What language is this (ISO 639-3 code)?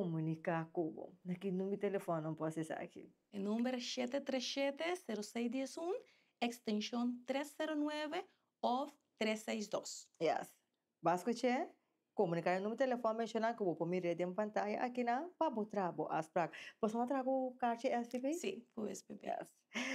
pap